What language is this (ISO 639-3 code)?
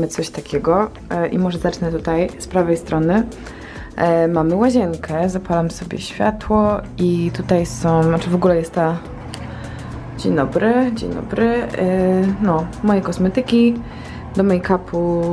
pol